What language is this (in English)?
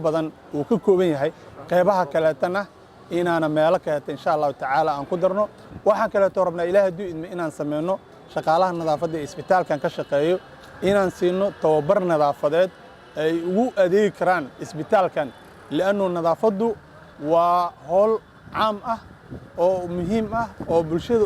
Somali